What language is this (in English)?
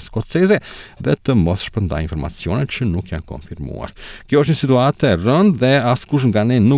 Albanian